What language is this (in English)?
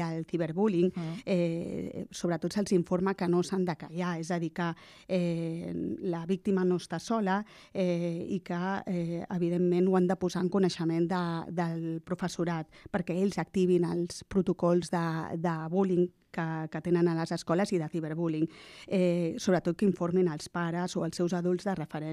Catalan